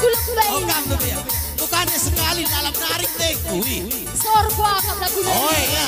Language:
Batak Karo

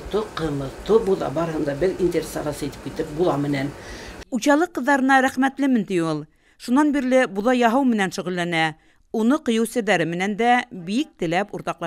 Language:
Bashkir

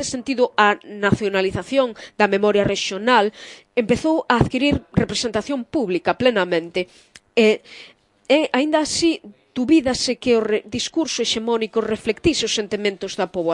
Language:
Galician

